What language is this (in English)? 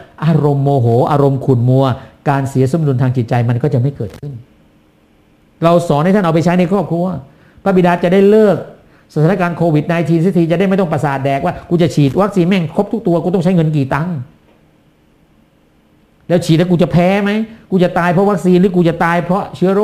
Thai